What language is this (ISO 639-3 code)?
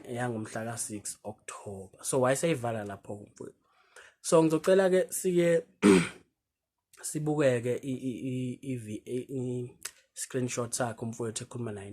zul